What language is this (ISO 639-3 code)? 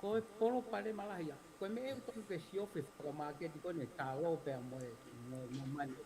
ton